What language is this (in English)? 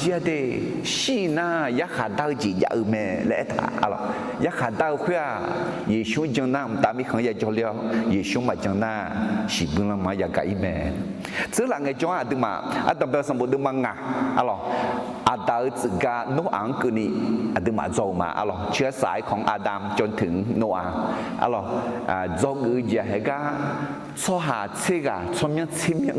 Akha